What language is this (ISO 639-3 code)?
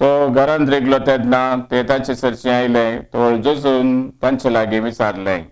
kok